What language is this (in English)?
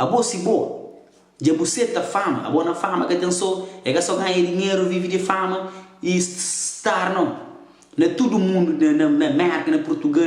Kabuverdianu